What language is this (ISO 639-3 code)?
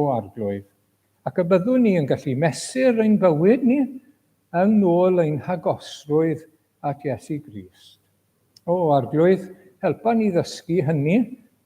cym